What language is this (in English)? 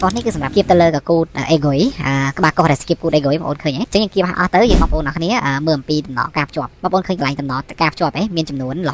Khmer